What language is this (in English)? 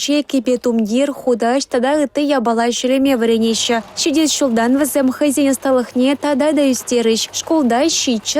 Chuvash